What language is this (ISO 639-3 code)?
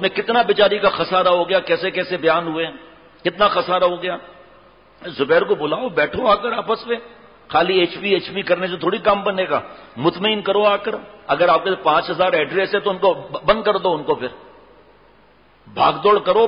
urd